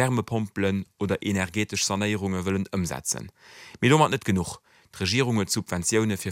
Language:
Luxembourgish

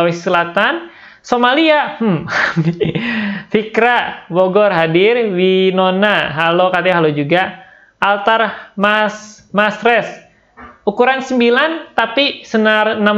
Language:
Indonesian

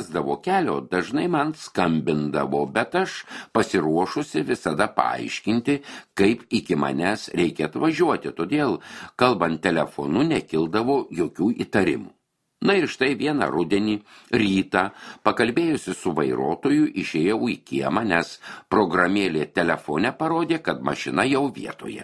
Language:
Lithuanian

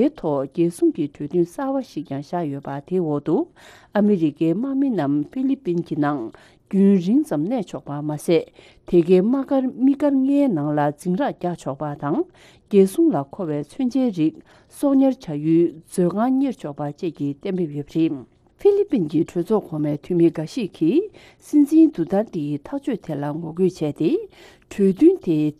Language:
Tibetan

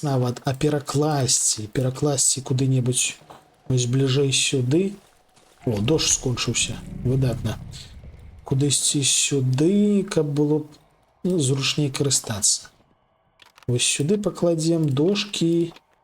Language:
Belarusian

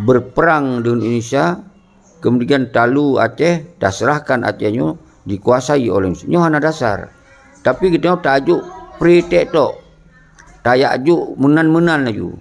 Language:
Achinese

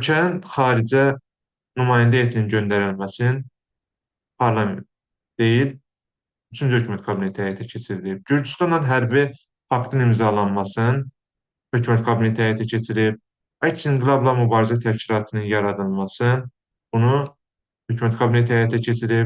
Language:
Azerbaijani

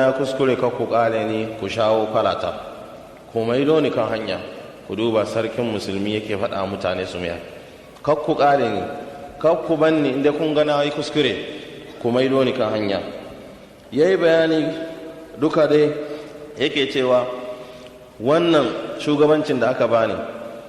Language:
Hausa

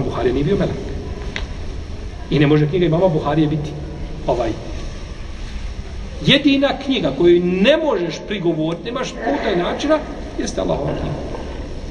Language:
Bosnian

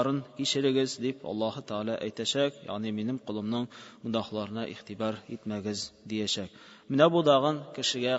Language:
Tatar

